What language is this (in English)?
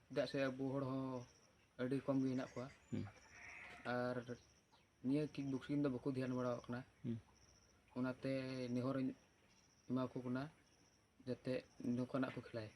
Santali